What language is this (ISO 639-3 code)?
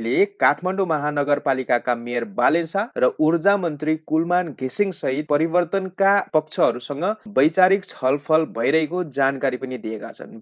nep